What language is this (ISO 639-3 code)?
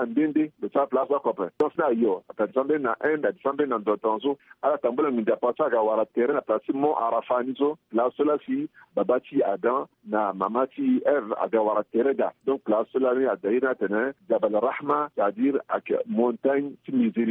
sag